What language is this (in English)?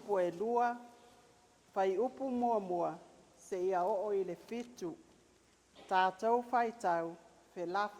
Samoan